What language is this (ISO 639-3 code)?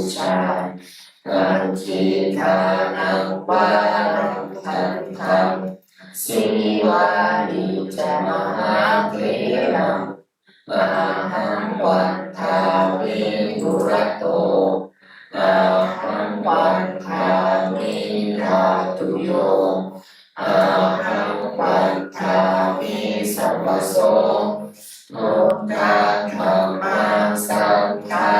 pli